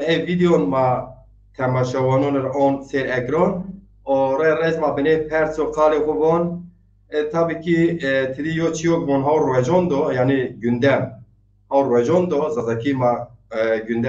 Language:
Zaza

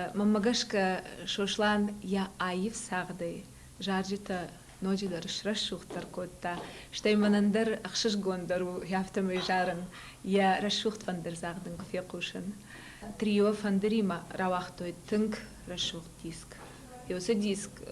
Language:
Ossetic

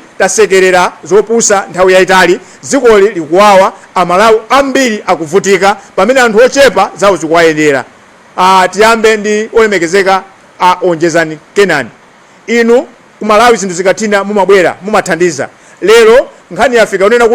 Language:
Nyanja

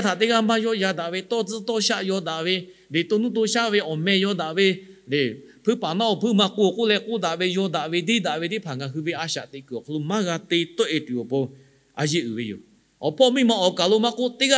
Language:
Lahu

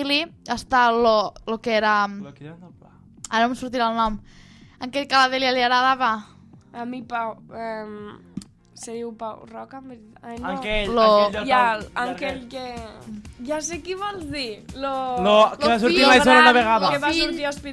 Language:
Catalan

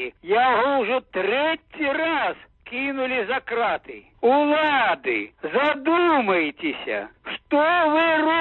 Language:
Belarusian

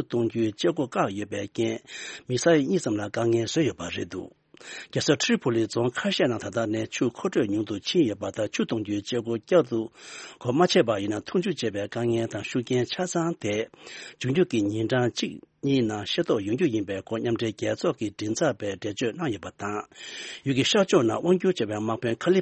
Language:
Tibetan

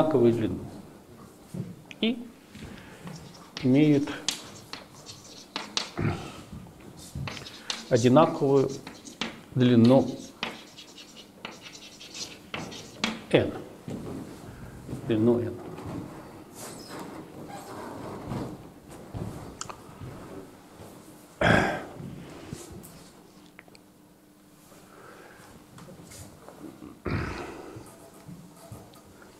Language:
Russian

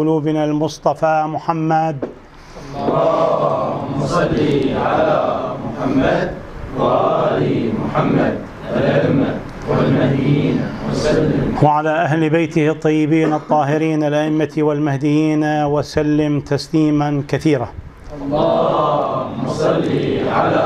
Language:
Arabic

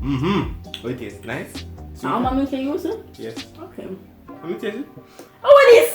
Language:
Jamaican Creole English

